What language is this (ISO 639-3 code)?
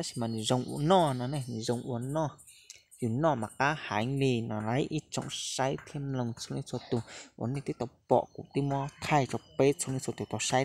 hmn